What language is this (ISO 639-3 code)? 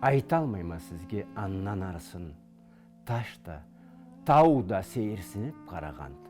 krc